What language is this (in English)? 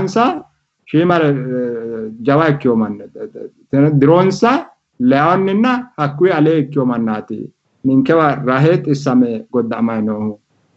Sidamo